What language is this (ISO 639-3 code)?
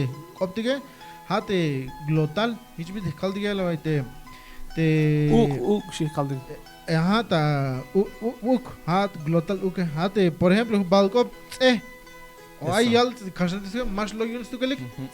tzh